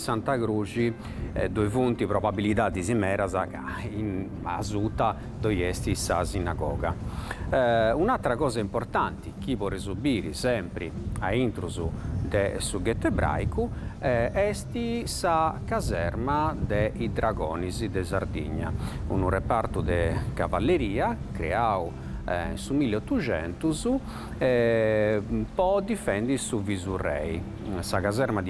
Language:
Sardinian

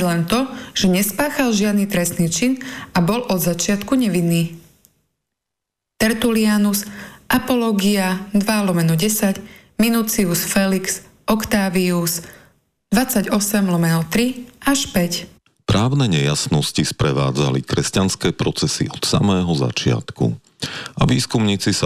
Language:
Slovak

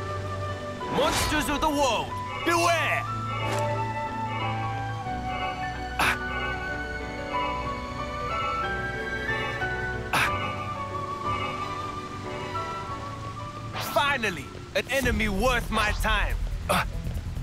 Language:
English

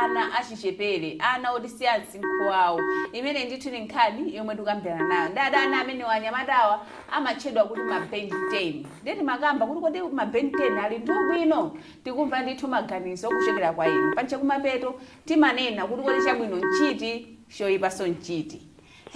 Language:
Nyanja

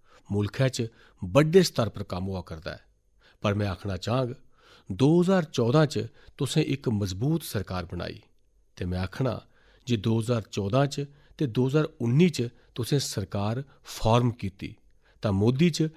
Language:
Dogri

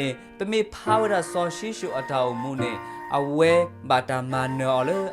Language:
S'gaw Karen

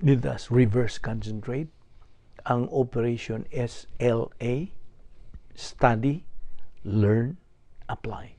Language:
Cebuano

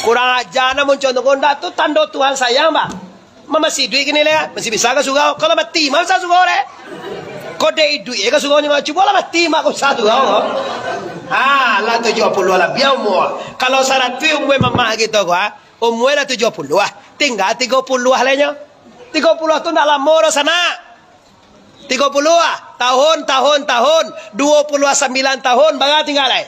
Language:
Minangkabau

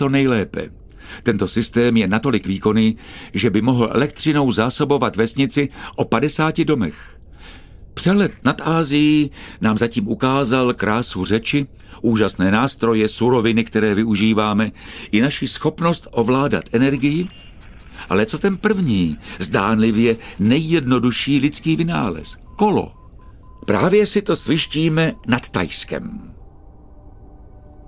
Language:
Czech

